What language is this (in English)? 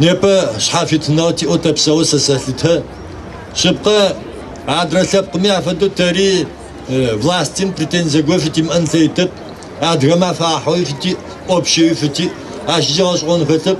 Adyghe